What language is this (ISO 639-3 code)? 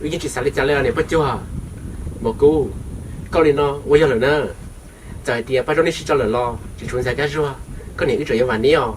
hmn